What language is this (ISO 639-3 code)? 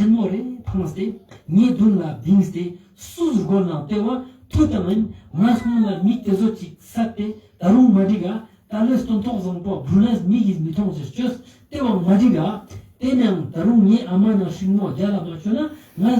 lbj